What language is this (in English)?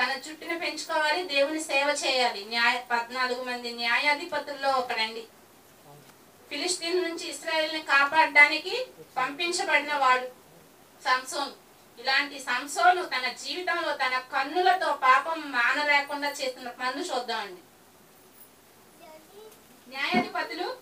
Telugu